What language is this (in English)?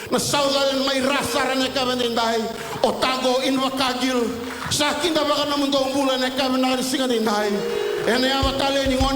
Fijian